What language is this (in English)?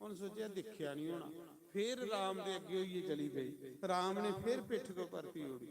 Dogri